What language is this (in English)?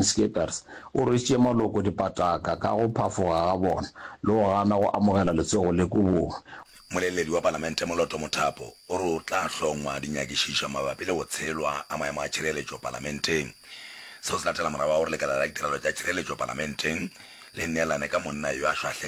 Northern Sotho